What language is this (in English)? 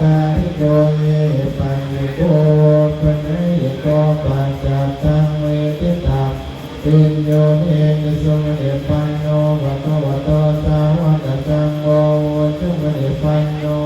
Pali